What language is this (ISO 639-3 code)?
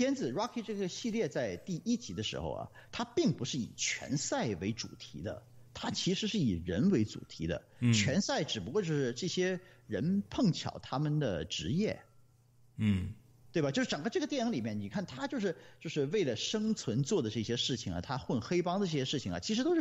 zho